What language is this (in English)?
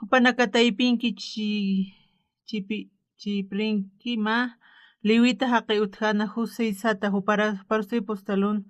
Aymara